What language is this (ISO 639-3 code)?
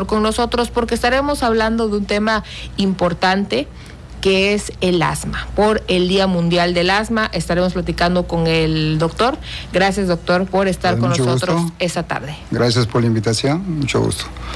spa